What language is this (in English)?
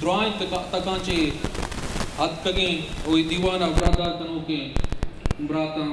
Eastern Balochi